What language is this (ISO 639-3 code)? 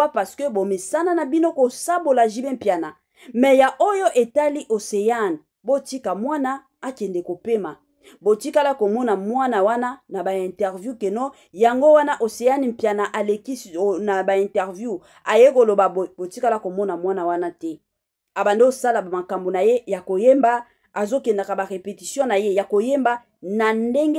lin